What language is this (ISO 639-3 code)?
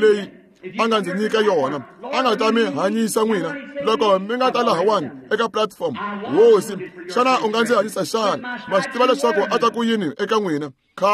tso